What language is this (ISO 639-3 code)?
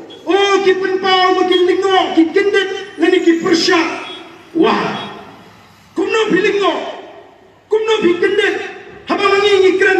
kha